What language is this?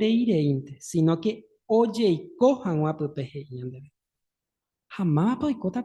Guarani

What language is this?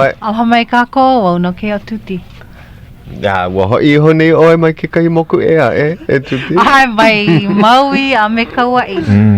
Hawaiian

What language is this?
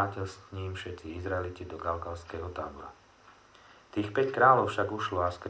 Slovak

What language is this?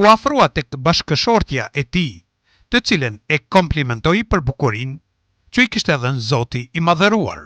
Albanian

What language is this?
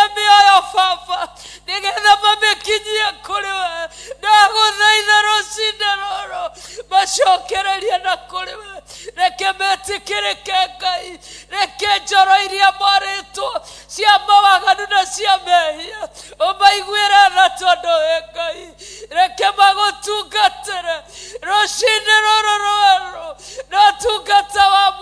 Kikuyu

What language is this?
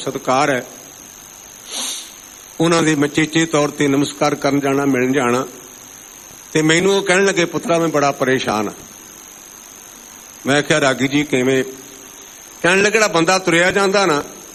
Punjabi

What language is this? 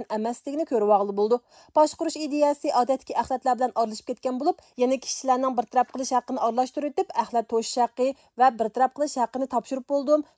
Uyghur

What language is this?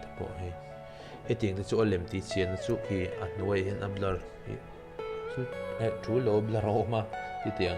Mizo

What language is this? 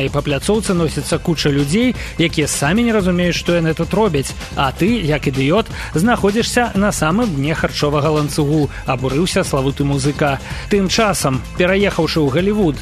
Belarusian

